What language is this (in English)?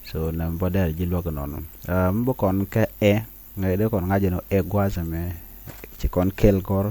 Nuer